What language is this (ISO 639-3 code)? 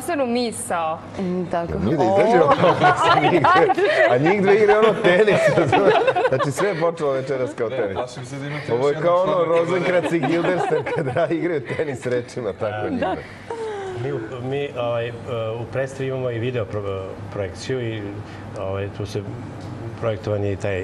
srp